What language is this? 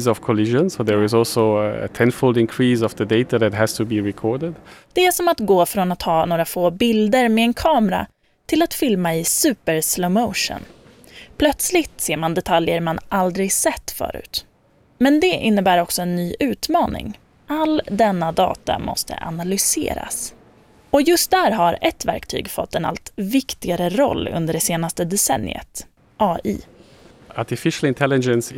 Swedish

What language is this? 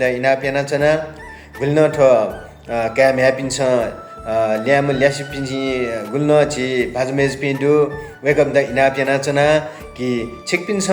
Newari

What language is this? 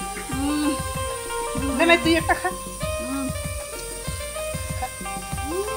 Rangpuri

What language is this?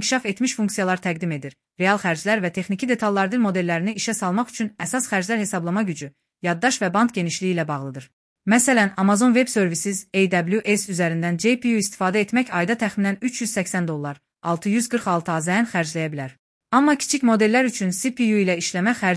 Azerbaijani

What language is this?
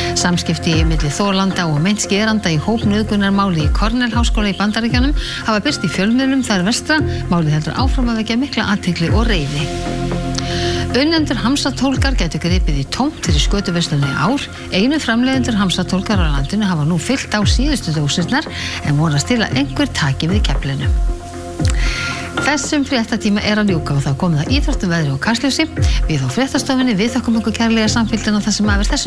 Icelandic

